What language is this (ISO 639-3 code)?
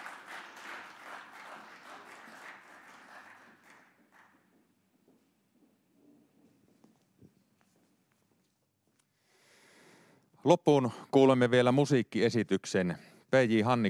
fin